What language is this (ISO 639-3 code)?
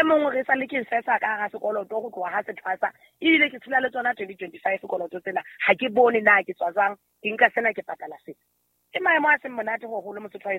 sot